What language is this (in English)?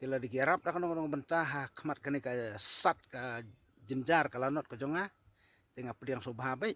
Khasi